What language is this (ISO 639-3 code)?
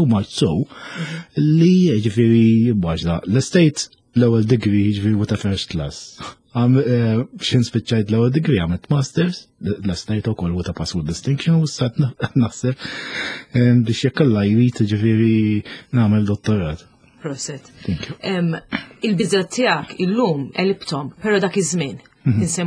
mlt